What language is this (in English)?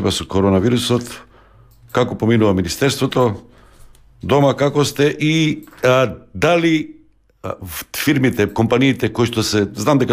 Macedonian